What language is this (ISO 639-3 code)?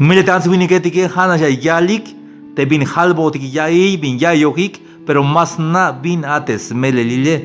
tzh